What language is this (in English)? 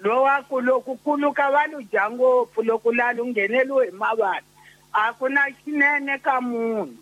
Tsonga